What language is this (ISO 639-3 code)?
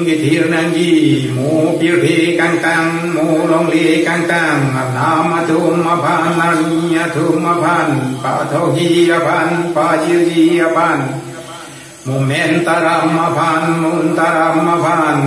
mjw